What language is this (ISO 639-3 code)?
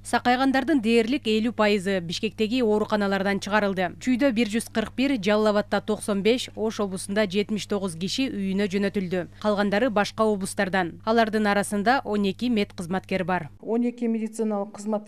kir